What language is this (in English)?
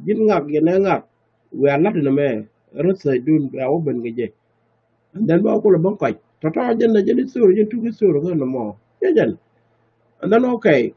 Nuer